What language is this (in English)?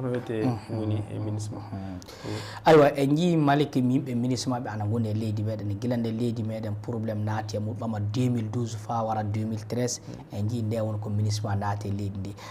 Fula